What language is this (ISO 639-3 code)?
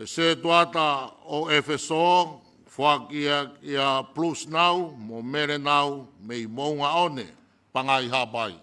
ton